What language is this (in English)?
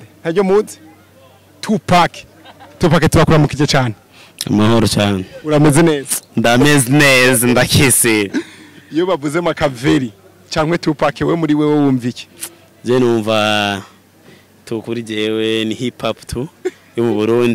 Rundi